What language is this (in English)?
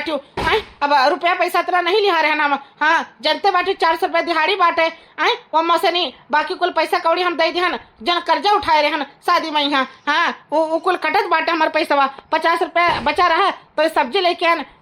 Awadhi